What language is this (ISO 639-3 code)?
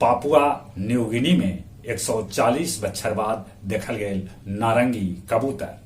mag